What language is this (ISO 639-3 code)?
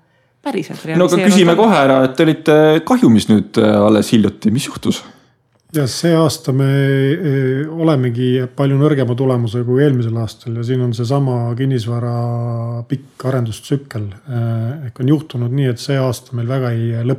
est